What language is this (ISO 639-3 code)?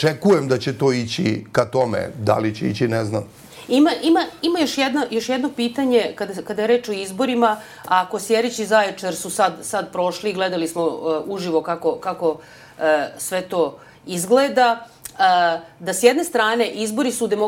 srp